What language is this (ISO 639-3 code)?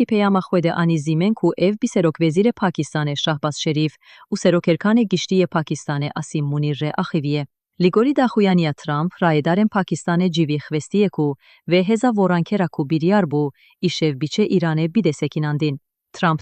kur